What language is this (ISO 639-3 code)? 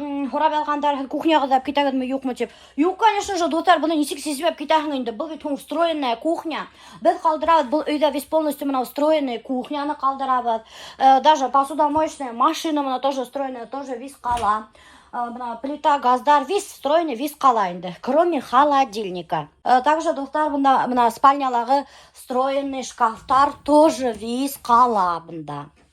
bak